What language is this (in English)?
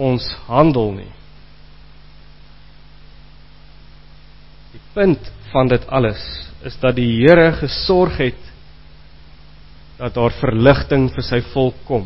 Afrikaans